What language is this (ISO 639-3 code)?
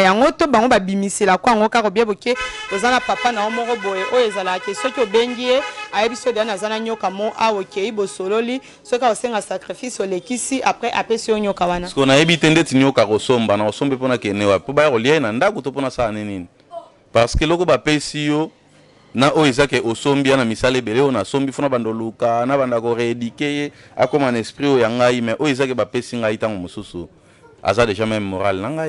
lin